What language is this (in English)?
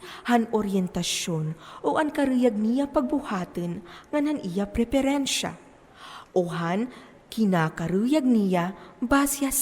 Waray